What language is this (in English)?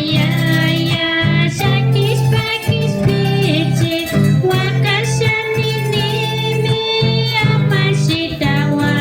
Imbabura Highland Quichua